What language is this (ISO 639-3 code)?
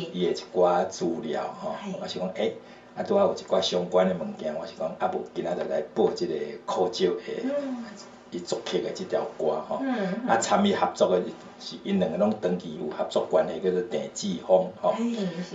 nan